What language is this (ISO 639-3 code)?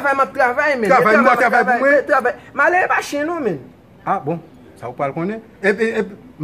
hat